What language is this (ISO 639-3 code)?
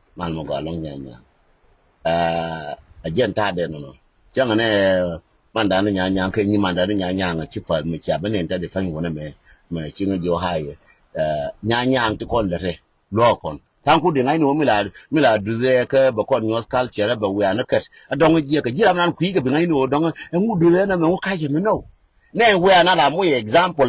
nus